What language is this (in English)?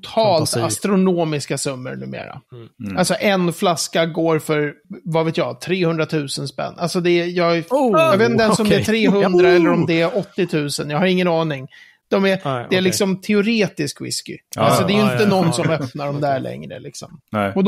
Swedish